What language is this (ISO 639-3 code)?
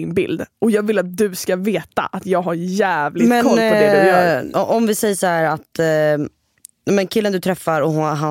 swe